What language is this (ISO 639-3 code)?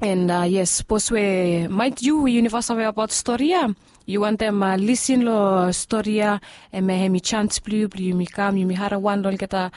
bis